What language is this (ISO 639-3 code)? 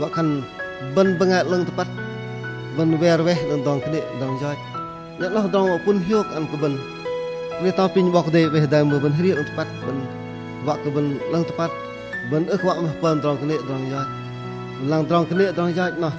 bdq